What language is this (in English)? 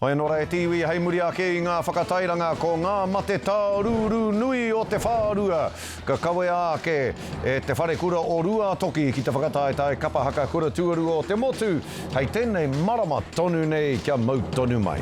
Māori